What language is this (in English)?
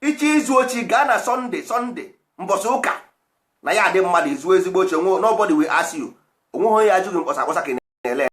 Igbo